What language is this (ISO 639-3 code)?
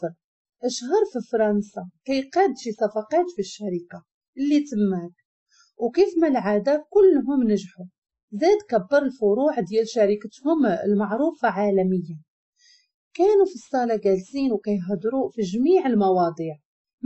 ary